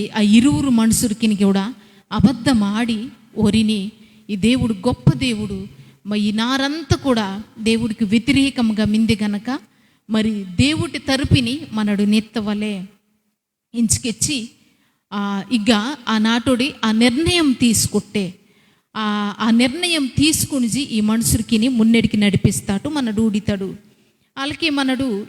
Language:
Koya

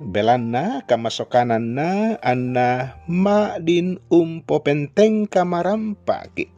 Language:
Toraja-Sa'dan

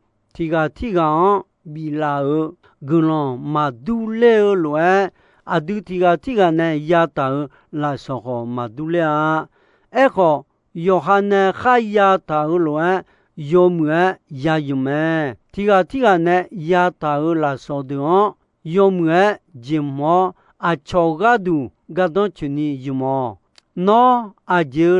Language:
Akha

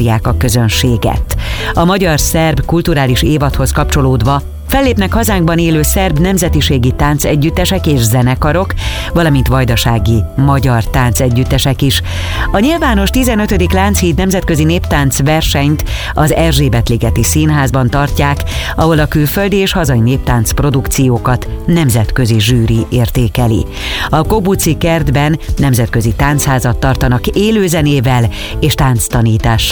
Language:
Hungarian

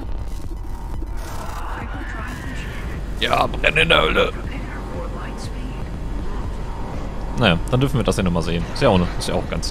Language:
German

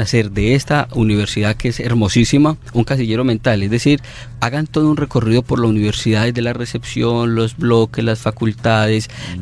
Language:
Spanish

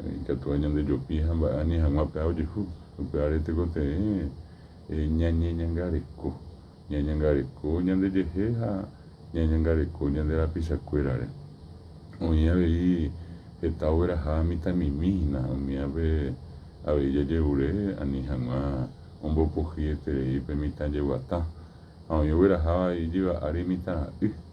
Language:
Guarani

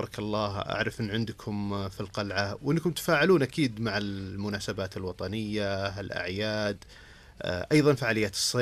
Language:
Najdi Arabic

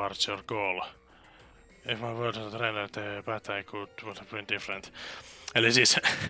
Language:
Finnish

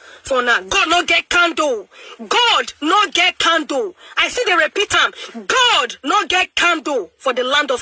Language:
Nigerian Pidgin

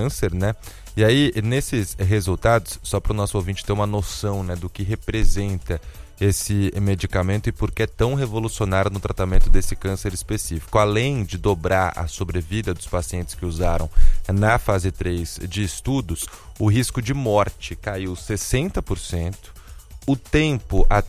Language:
Portuguese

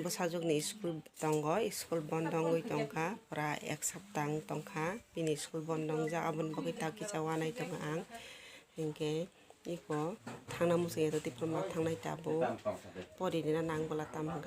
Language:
Kok Borok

